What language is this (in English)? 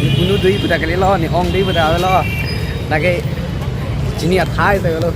Karbi